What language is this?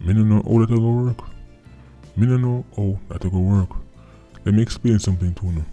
Jamaican Creole English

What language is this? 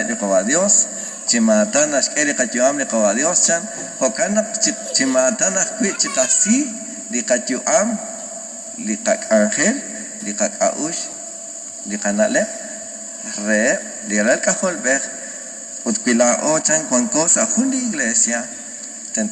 Kekchí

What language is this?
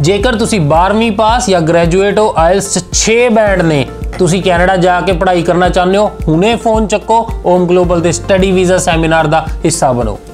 Punjabi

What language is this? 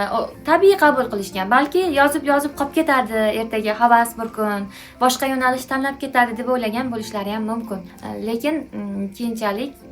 Uzbek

